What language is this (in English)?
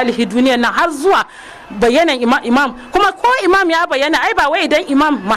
Hausa